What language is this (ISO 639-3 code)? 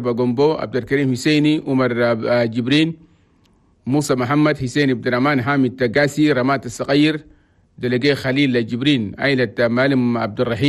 shu